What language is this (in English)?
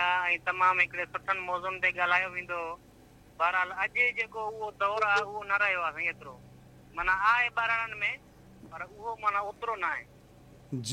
Sindhi